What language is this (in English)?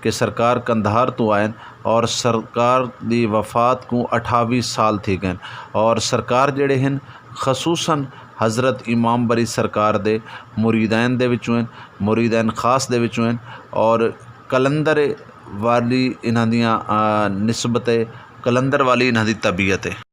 Saraiki